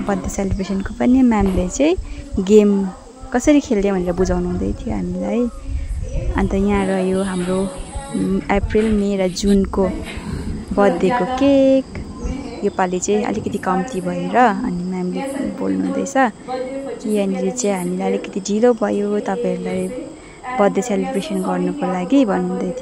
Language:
Nepali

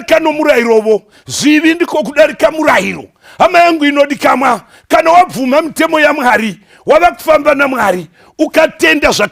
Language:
Shona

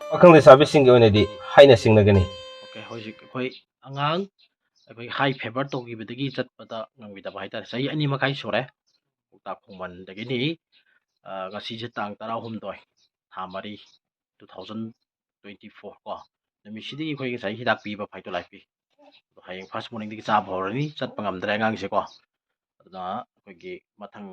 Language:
Manipuri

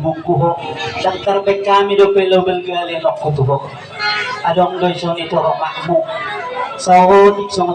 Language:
Batak Toba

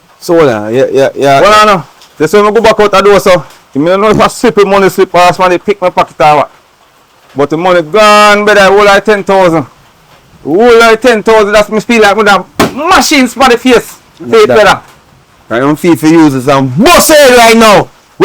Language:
Jamaican Creole English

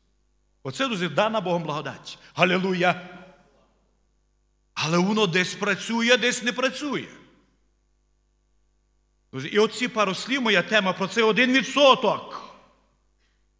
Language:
Ukrainian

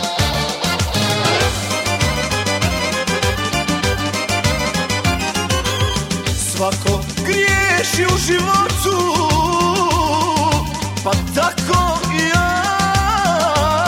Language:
Croatian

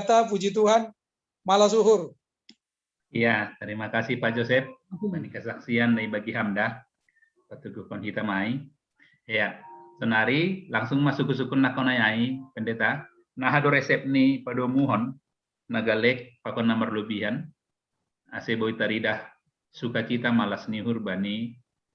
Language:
Batak Simalungun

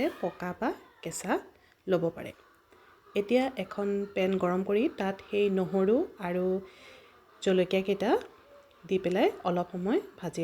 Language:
Assamese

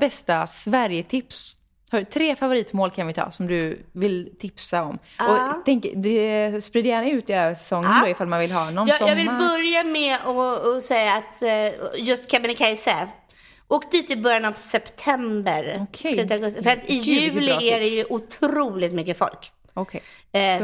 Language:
Swedish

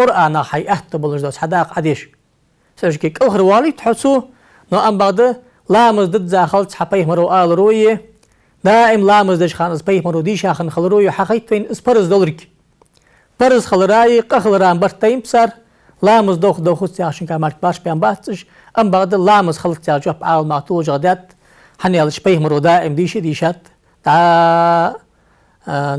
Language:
Ingush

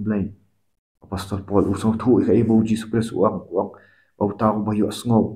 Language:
Khasi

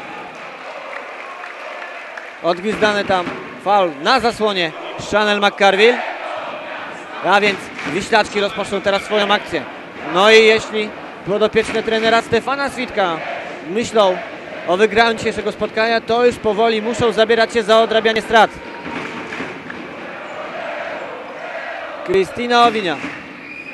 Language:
Polish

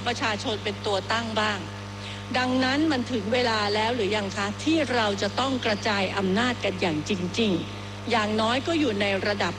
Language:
Thai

